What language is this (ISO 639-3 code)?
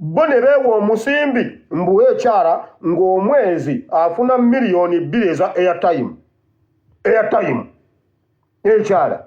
lug